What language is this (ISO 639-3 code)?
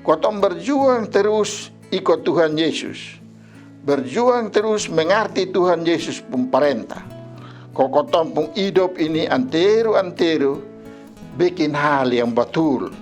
mkn